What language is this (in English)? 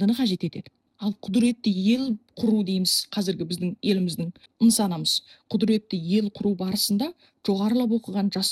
Kazakh